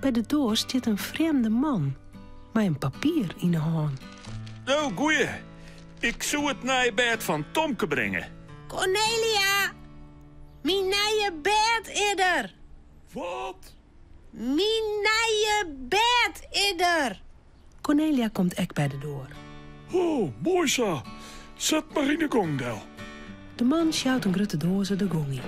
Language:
Western Frisian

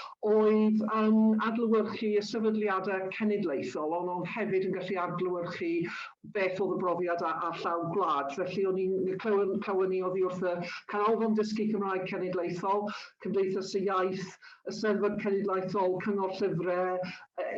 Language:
Welsh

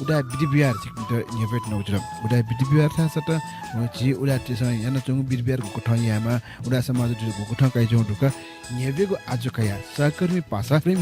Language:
Newari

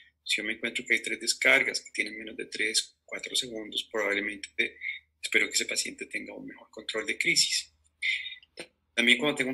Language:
Spanish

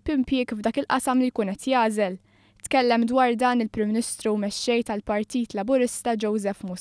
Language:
Maltese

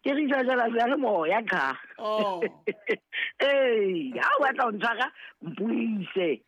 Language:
Southern Sotho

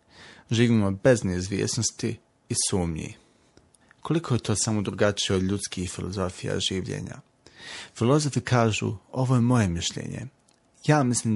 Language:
Bosnian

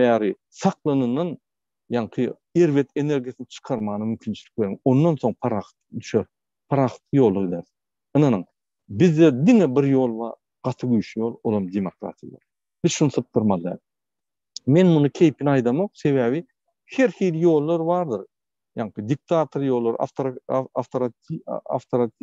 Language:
Turkmen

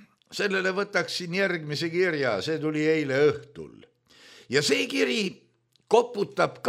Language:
Estonian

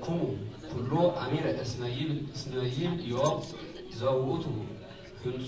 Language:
Geez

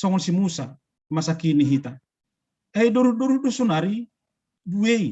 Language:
Batak Simalungun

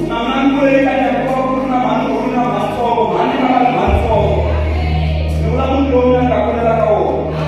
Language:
Tsonga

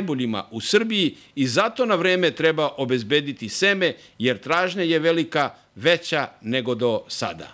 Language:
Serbian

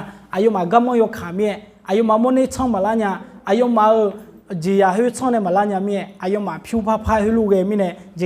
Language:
Akha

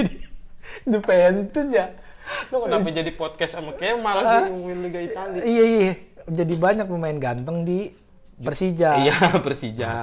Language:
Betawi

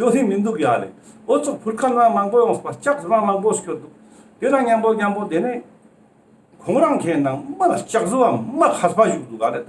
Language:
Ladakhi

